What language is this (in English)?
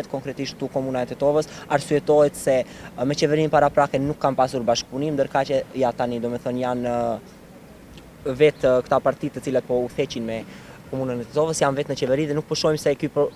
Albanian